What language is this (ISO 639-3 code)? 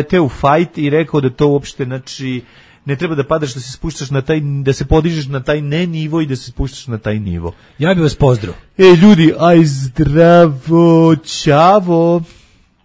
srp